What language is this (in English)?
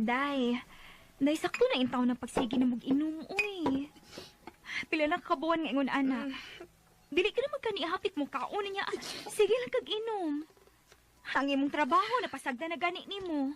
Cebuano